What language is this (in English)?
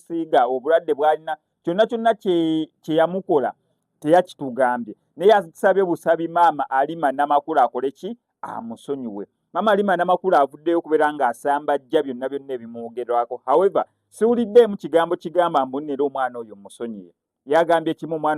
Ganda